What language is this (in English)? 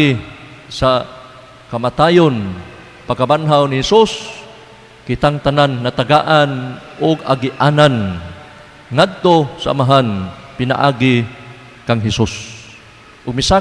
Cebuano